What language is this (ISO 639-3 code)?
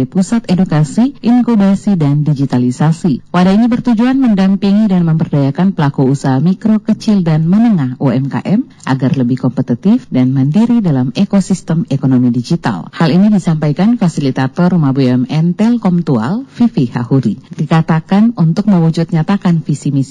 ind